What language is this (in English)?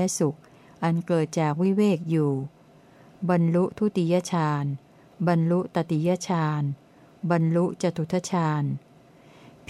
Thai